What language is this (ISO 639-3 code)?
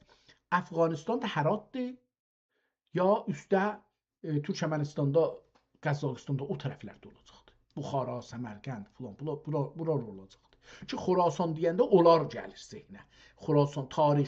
azb